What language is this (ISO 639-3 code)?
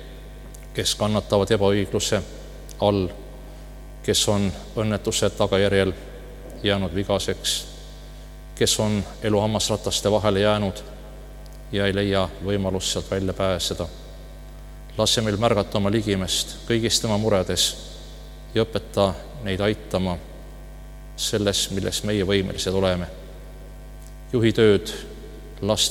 est